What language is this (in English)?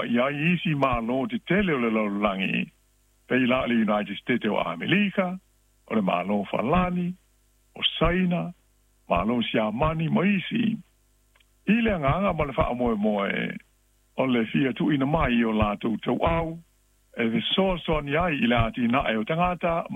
Samoan